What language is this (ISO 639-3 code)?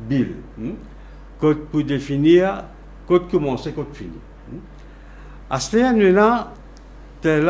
mfe